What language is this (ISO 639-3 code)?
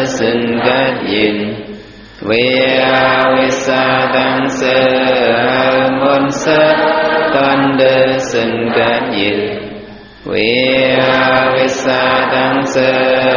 shn